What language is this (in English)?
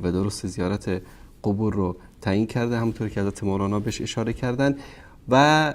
Persian